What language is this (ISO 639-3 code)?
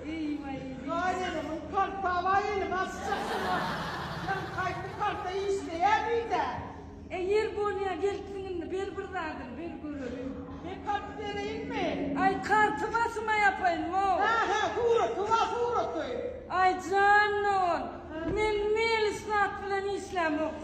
tuk